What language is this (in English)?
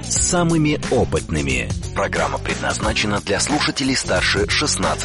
Russian